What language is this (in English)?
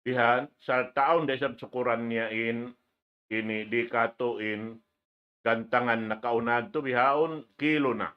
Tausug